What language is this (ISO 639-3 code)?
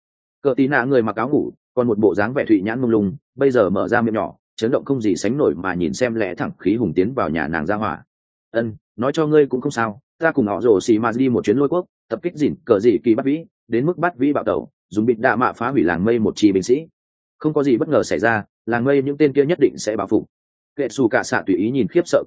vie